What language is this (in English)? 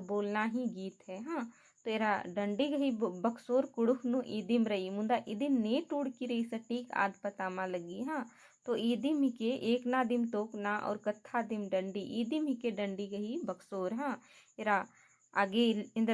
Kurukh